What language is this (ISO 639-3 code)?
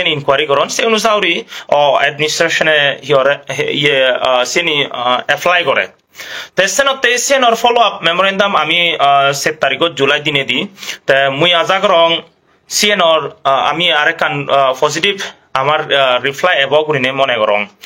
ccp